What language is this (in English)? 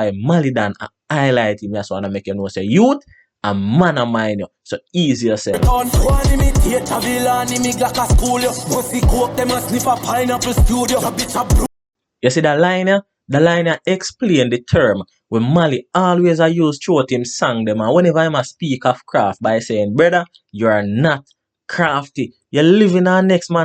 Jamaican Creole English